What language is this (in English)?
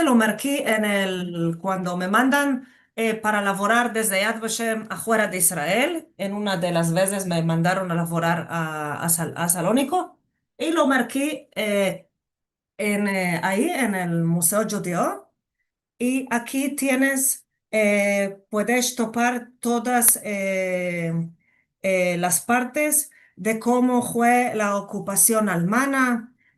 Ladino